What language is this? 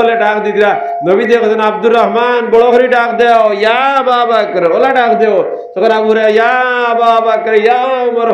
Sylheti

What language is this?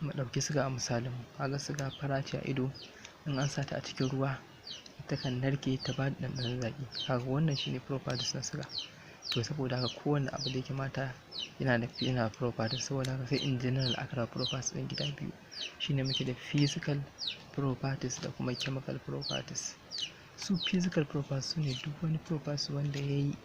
Hausa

